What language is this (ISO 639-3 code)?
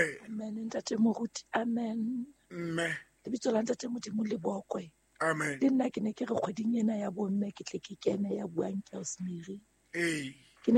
sot